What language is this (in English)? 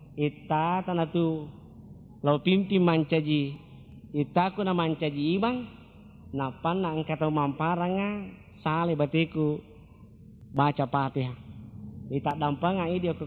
Buginese